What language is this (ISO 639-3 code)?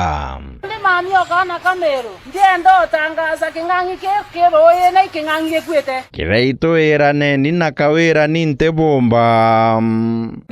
mer